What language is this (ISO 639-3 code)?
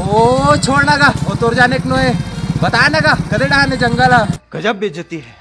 hne